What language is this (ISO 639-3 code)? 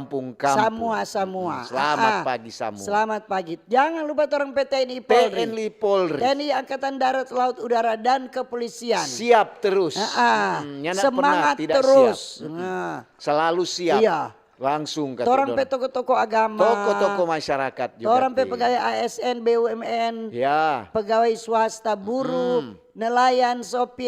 xmm